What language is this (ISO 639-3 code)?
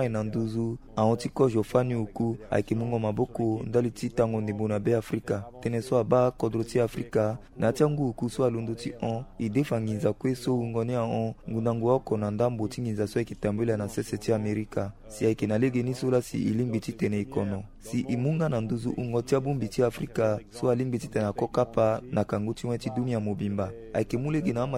sag